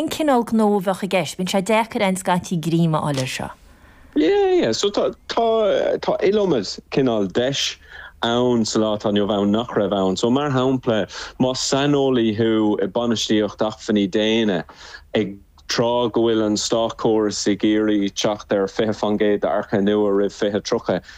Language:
Irish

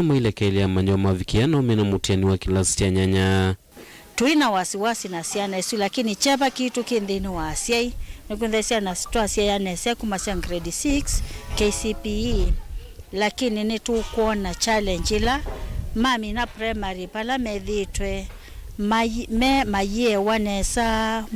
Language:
Kamba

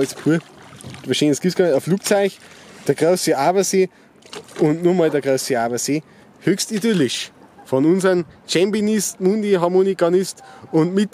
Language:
Bavarian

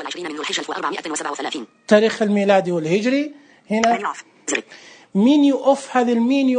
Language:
Najdi Arabic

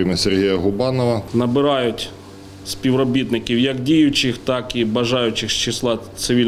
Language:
Ukrainian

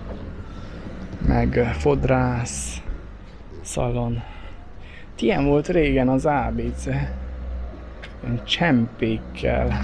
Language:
Hungarian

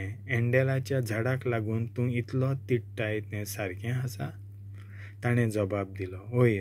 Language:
Konkani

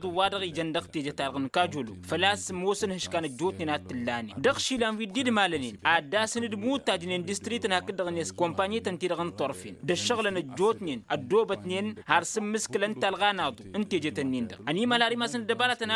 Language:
Tamasheq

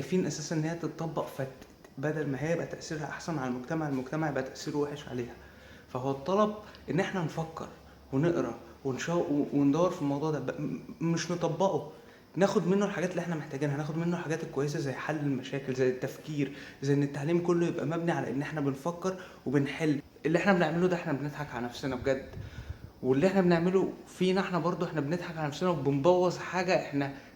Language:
Egyptian Arabic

